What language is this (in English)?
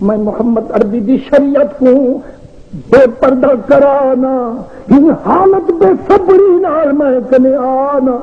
Saraiki